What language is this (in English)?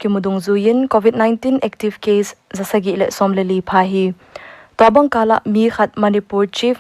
Paite Chin